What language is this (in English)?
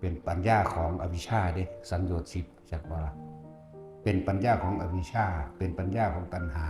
Northeastern Thai